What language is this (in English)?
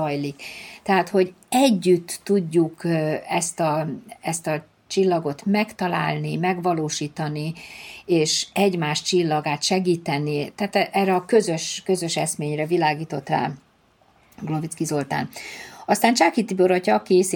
Hungarian